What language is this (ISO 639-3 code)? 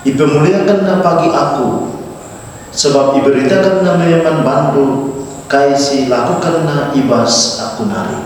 btx